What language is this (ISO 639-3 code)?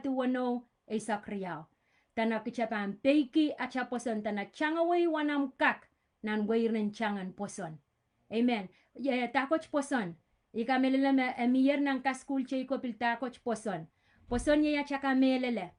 pon